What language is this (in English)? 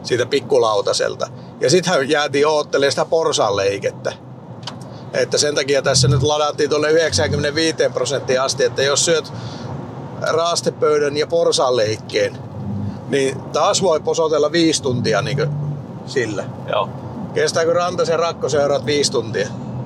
Finnish